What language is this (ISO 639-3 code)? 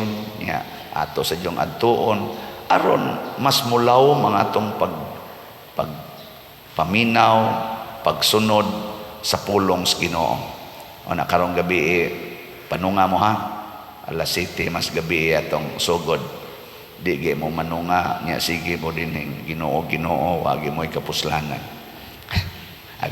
ceb